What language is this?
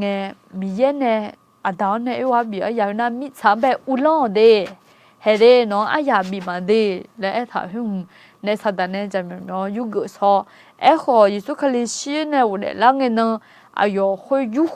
Akha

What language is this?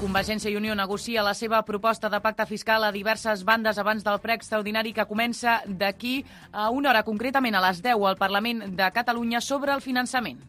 Catalan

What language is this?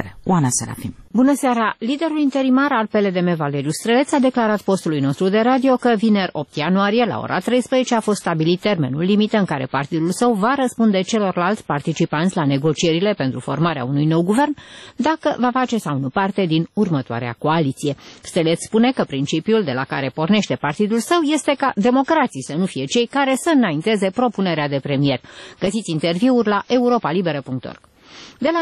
Romanian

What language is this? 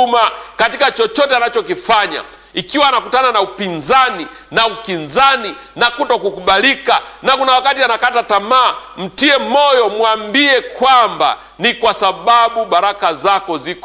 Swahili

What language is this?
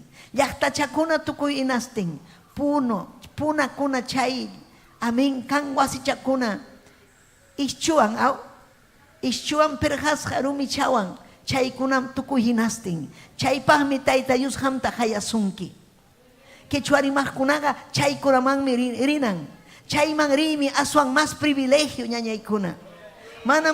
Ayacucho Quechua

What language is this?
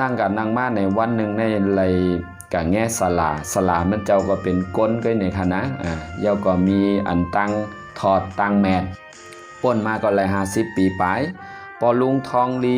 Shan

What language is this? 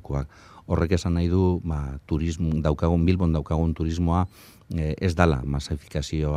Basque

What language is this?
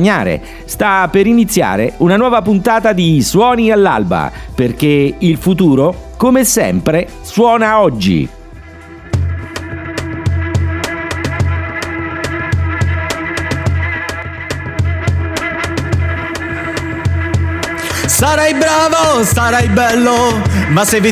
Italian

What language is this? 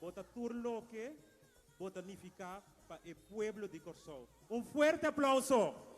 Papiamento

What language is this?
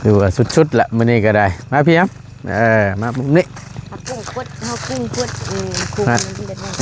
Northeastern Thai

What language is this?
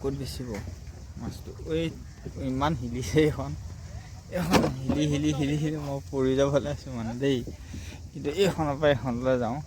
Assamese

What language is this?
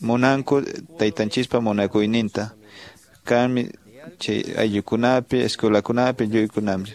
Quechua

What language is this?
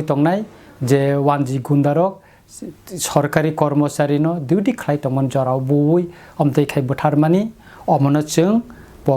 Kok Borok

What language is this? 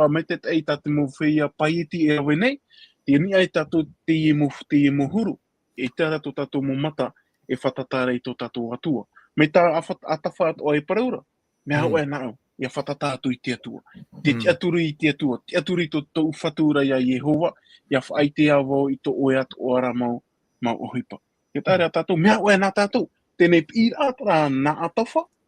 Tahitian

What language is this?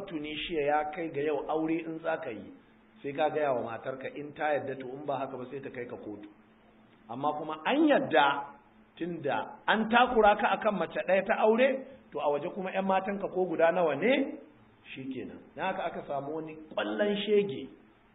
Hausa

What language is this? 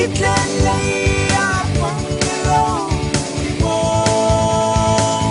Hmar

